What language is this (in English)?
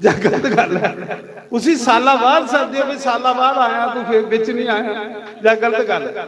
Dogri